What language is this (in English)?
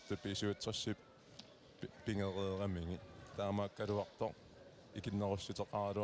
Kalaallisut